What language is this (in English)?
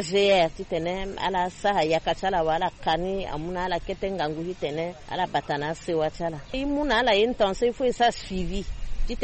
Sango